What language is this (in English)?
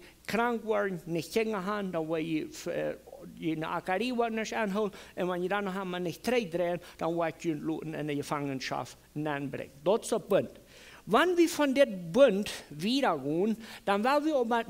Plautdietsch